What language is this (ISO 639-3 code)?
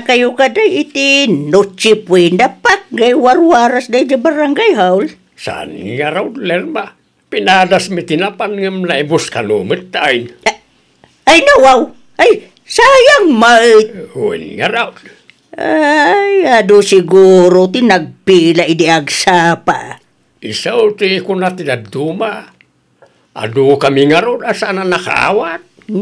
ilo